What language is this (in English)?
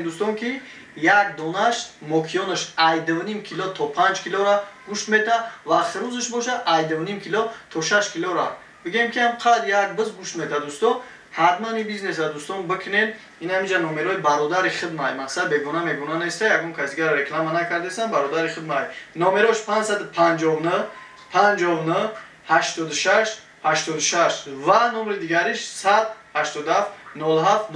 Tajik